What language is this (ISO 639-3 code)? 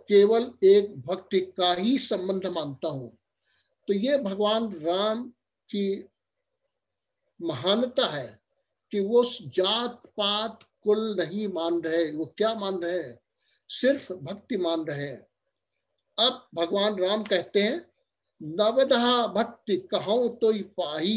hin